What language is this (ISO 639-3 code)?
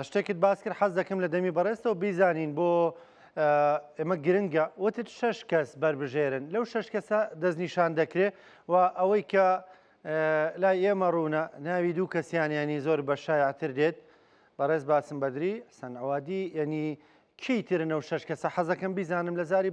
ckb